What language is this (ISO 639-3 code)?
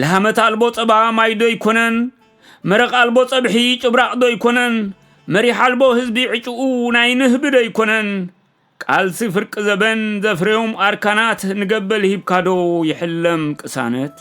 tir